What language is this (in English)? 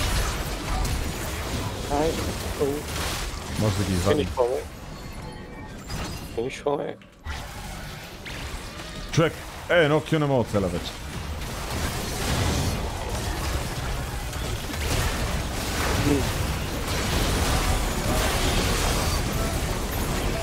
Bulgarian